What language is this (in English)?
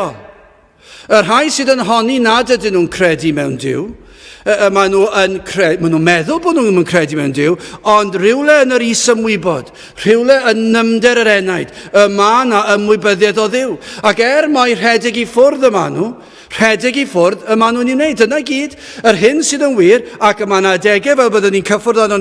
Welsh